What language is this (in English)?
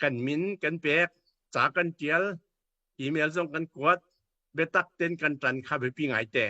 Hakha Chin